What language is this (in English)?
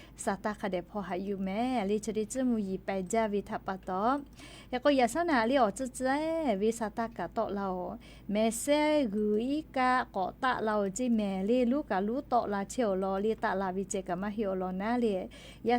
Lahu